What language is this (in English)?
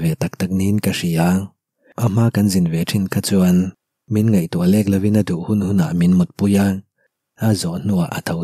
Mizo